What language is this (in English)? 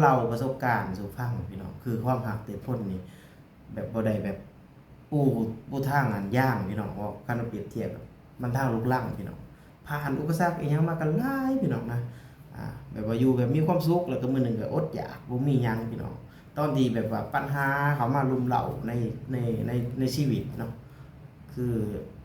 Lao